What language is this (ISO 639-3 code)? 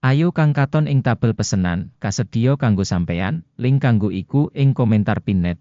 jav